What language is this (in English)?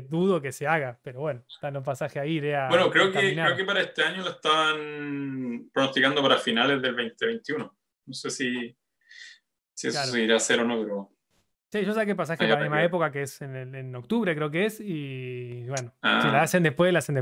Spanish